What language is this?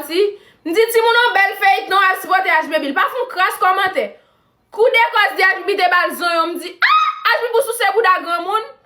Haitian Creole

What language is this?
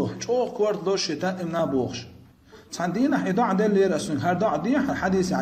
Chechen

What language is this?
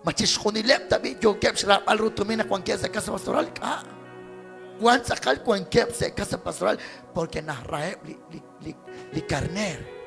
Kekchí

